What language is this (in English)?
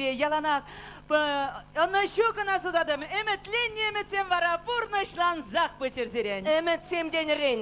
Chuvash